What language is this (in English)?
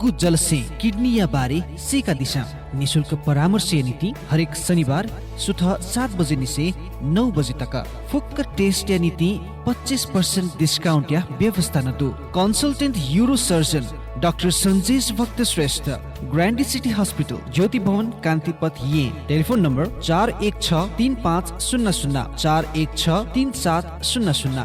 Newari